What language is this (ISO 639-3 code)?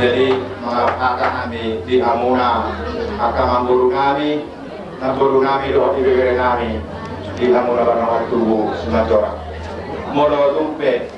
bbc